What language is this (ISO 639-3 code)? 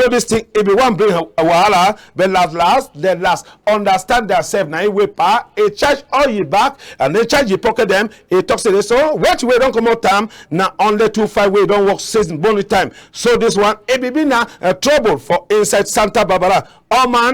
wes